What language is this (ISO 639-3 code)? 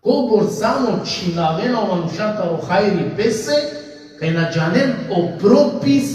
rmn